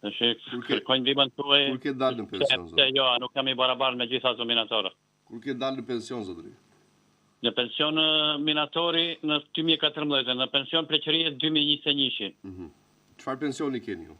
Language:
Albanian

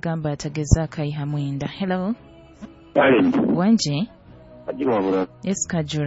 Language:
Nyoro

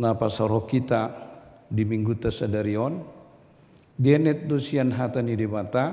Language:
Batak Toba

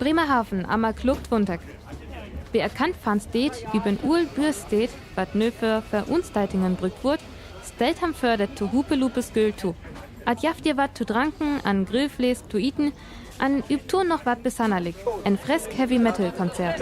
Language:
Northern Frisian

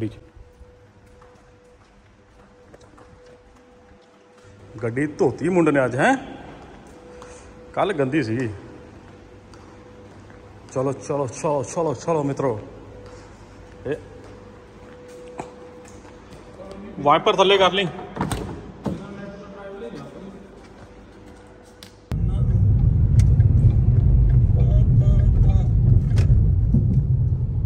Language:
Punjabi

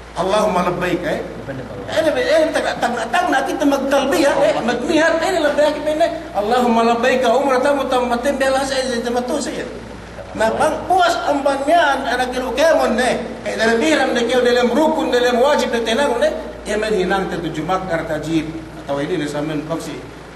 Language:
Yakan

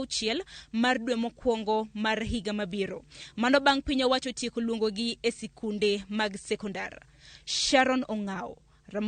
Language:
Luo (Kenya and Tanzania)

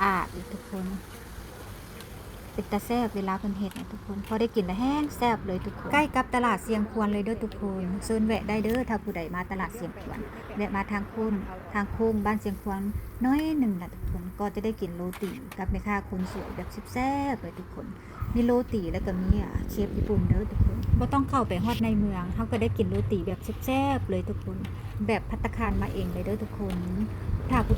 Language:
Lao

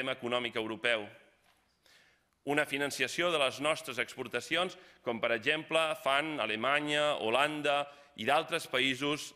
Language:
Catalan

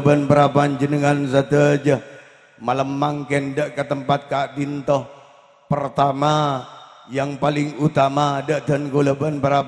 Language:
Madurese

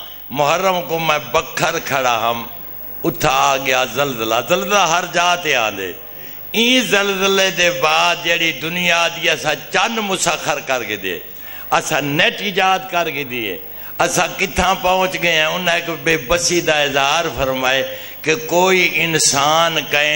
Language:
Saraiki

